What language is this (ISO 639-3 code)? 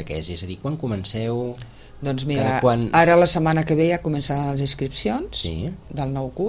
cat